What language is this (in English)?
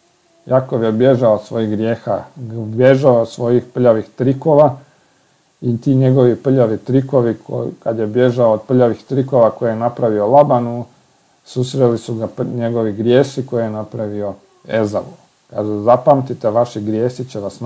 Croatian